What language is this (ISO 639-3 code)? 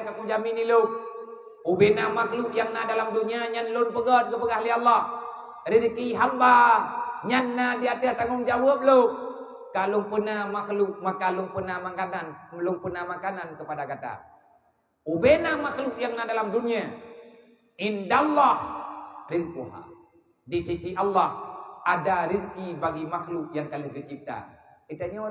ace